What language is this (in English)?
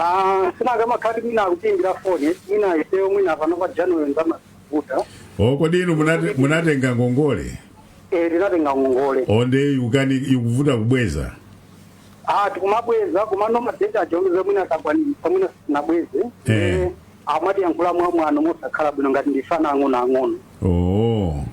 Nyanja